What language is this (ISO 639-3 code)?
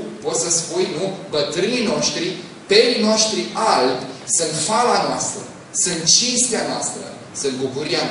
ron